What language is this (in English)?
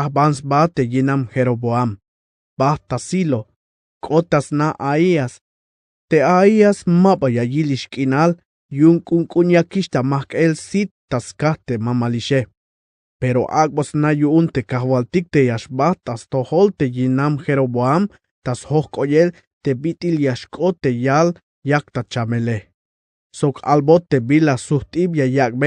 Tzeltal